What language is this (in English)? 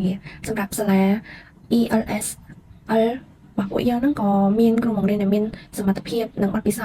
Khmer